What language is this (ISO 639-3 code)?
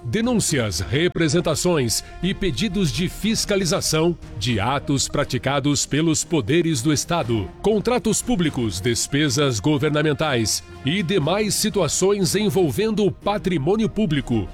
por